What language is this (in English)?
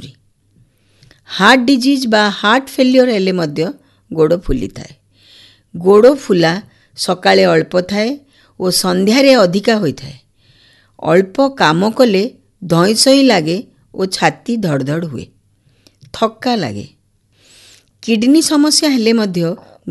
Odia